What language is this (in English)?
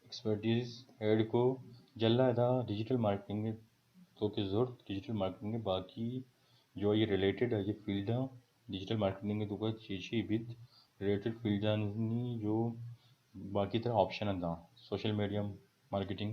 Baluchi